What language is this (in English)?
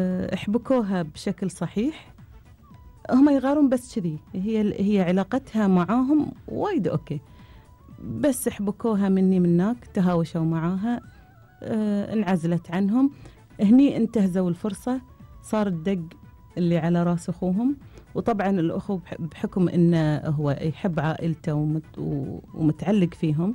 Gulf Arabic